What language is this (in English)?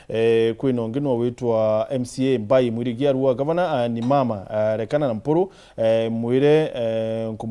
Meru